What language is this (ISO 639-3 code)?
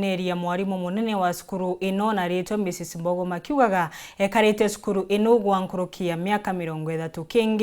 mer